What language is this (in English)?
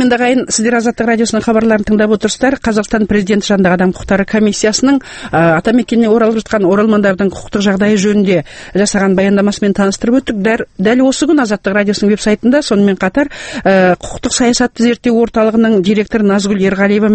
Kazakh